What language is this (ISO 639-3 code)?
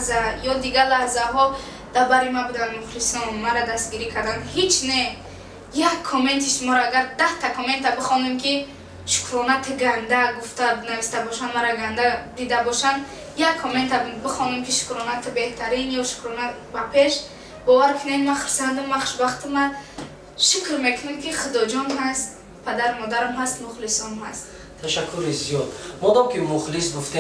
tgk